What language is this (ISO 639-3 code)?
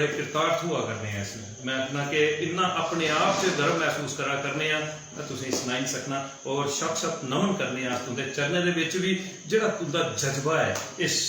doi